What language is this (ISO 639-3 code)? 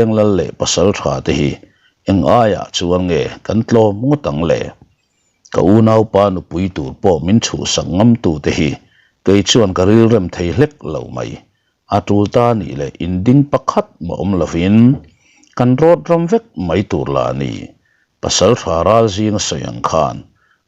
lus